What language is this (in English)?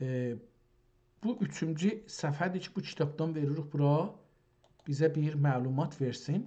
South Azerbaijani